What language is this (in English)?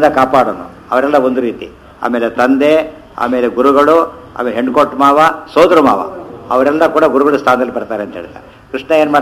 Kannada